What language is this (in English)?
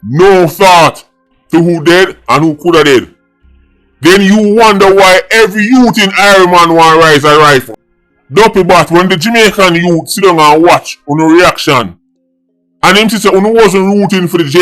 Jamaican Creole English